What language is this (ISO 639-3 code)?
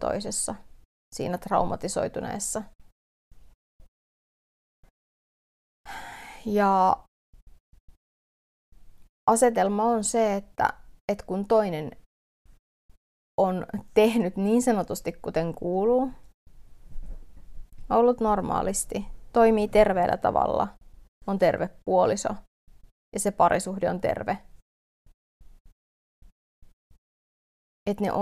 fin